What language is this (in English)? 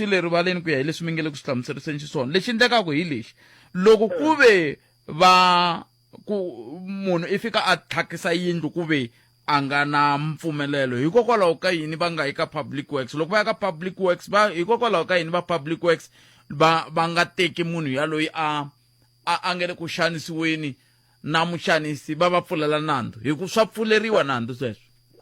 Tsonga